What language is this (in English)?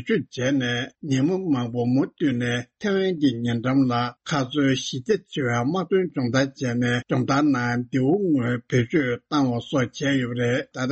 Tibetan